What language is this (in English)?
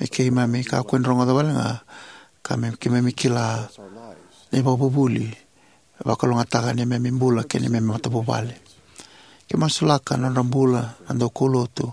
Fijian